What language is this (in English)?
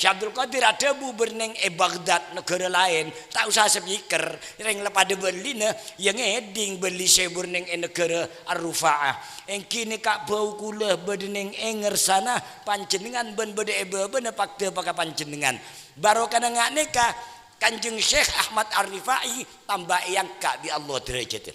Madurese